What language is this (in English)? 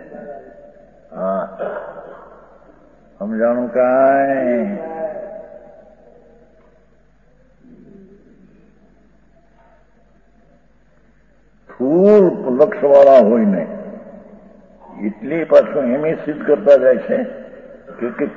Gujarati